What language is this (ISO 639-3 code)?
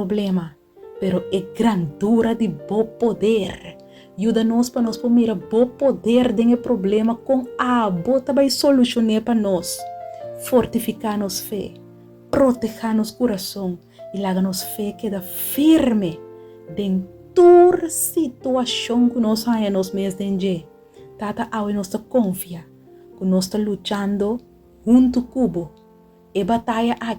pap